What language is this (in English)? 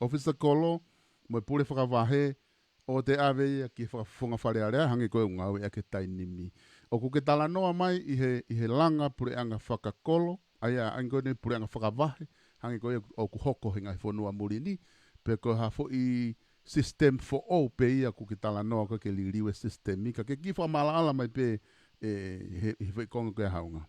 Tongan